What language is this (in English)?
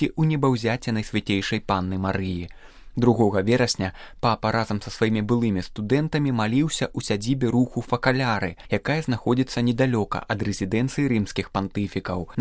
Belarusian